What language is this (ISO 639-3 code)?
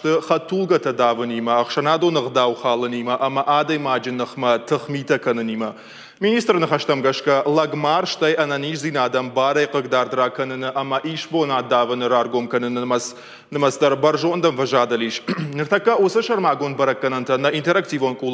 oss